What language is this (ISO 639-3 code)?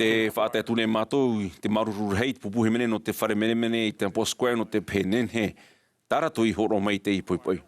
tah